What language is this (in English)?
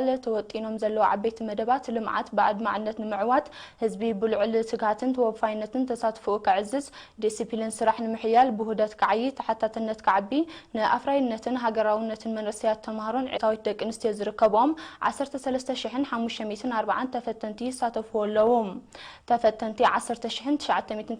Tigrinya